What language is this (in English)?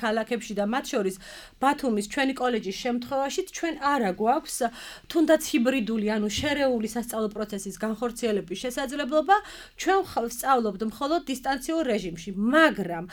Georgian